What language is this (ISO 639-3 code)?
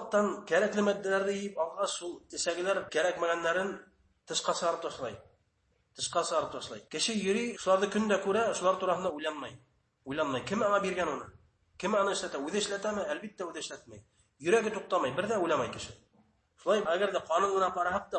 bak